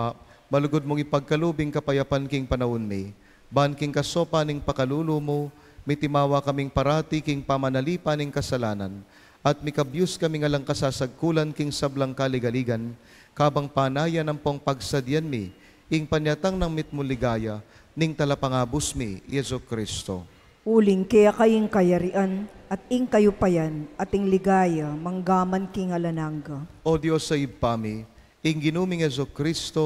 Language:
Pampanga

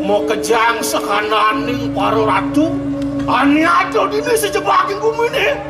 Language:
Balinese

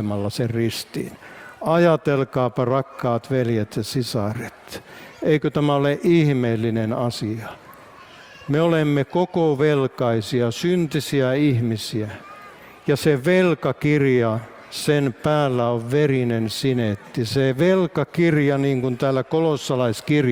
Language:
Finnish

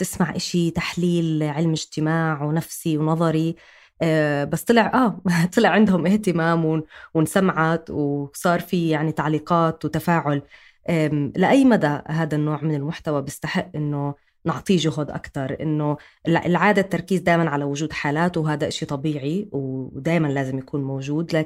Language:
North Levantine Arabic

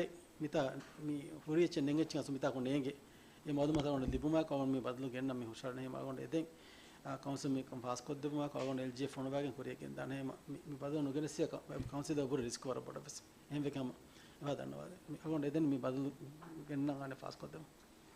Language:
Divehi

